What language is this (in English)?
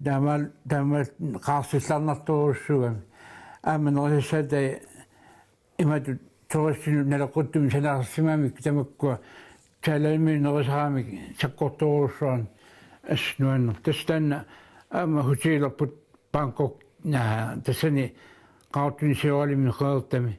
Kalaallisut